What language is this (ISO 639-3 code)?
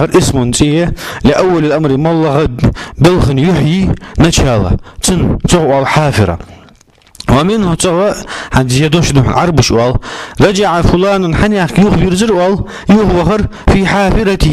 inh